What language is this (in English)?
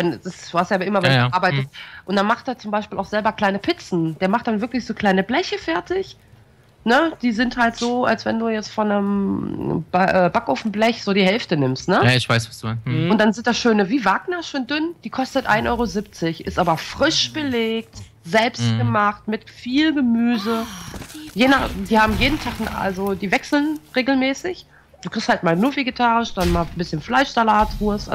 German